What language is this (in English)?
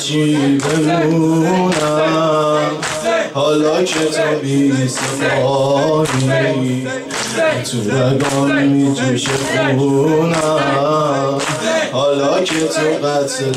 Persian